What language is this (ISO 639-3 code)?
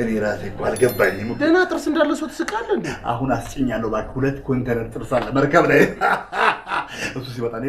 amh